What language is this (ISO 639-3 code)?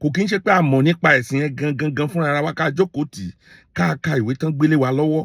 yor